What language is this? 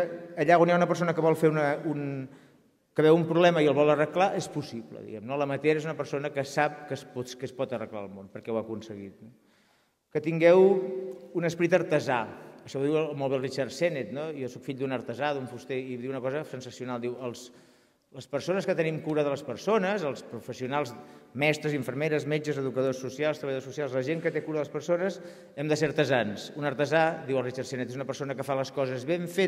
Catalan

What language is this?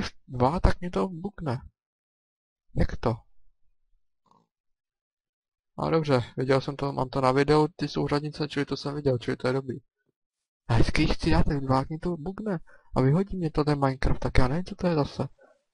Czech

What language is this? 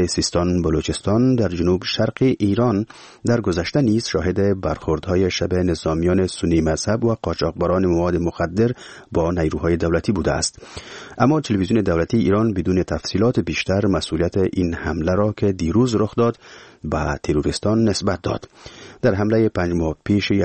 Persian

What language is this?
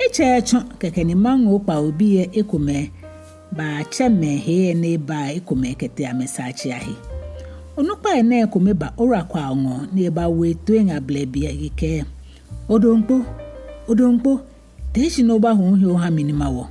Ga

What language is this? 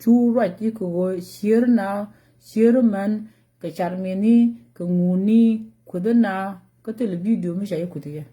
Nuer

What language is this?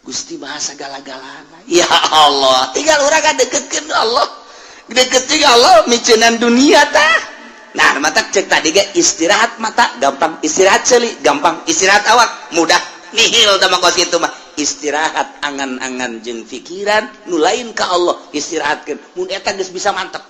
Sundanese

